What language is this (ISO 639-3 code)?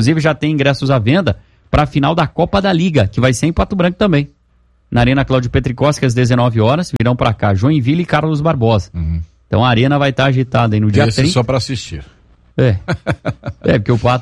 por